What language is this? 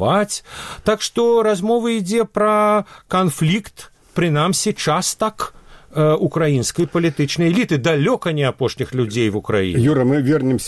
Belarusian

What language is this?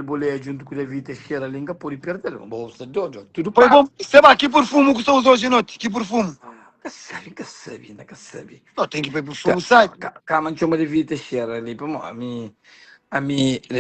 Kabuverdianu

